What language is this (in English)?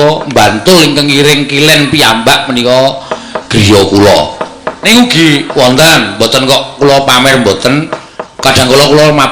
Javanese